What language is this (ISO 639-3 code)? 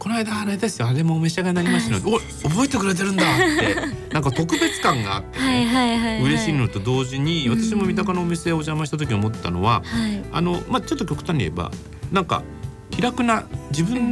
jpn